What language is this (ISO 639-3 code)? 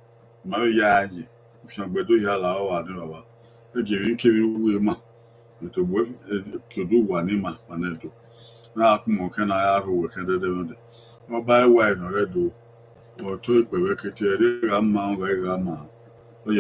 bin